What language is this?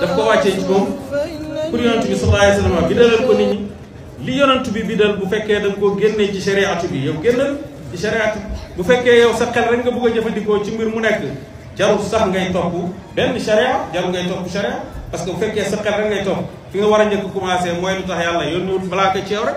Wolof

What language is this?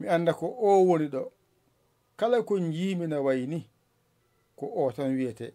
Fula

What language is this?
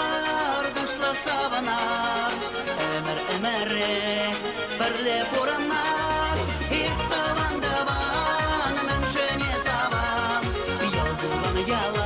Chuvash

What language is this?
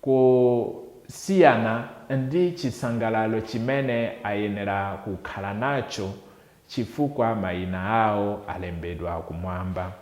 Nyanja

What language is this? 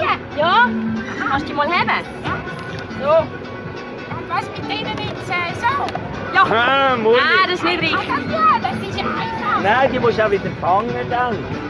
Swiss German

